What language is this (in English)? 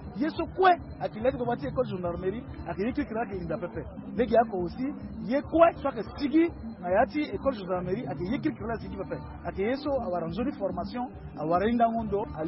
Sango